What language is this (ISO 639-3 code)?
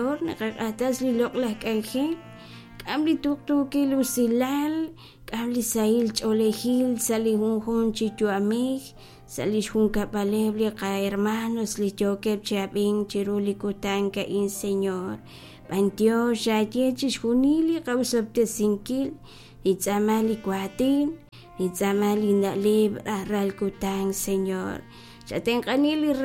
kek